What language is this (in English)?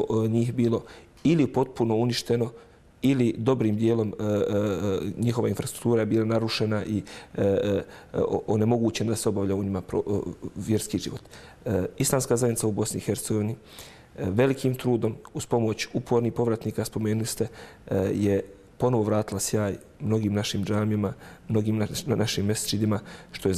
Bosnian